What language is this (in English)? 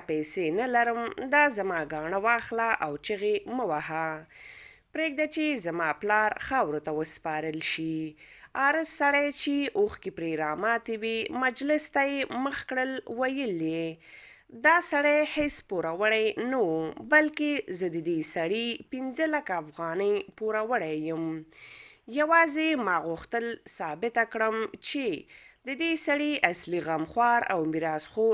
Pashto